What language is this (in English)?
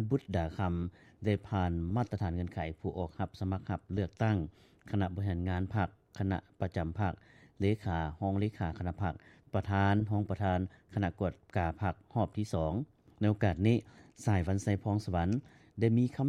Lao